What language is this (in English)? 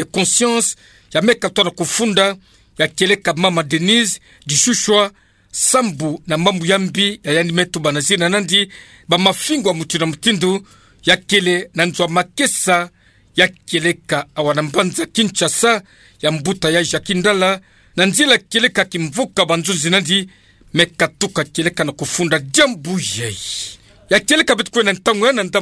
Kituba (Democratic Republic of Congo)